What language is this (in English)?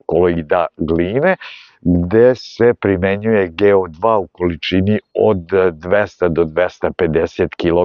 Serbian